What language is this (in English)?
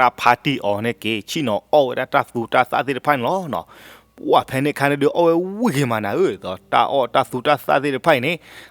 S'gaw Karen